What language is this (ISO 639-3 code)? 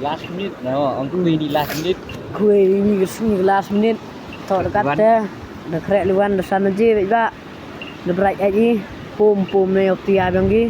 kha